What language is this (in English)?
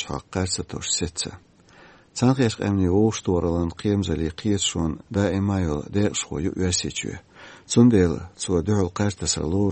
Chechen